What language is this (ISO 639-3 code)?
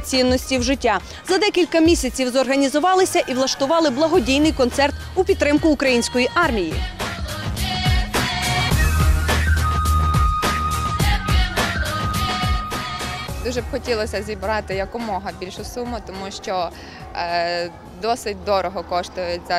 ukr